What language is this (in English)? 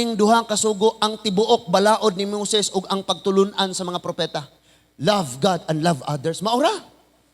Cebuano